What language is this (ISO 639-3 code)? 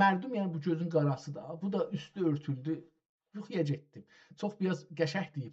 azb